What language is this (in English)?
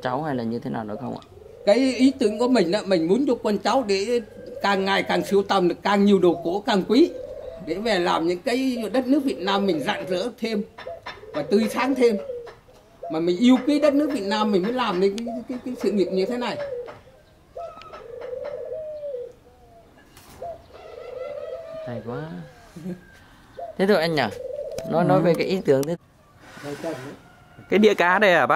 Vietnamese